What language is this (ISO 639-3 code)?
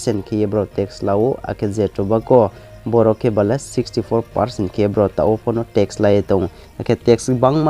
ria